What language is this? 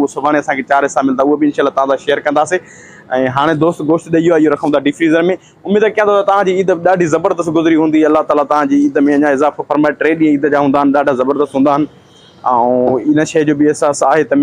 Sindhi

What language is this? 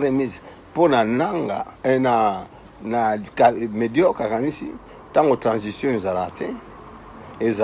Lingala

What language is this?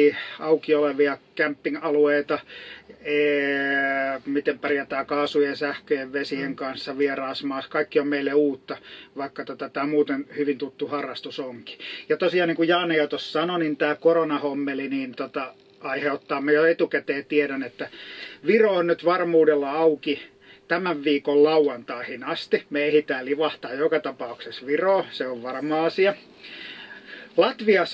Finnish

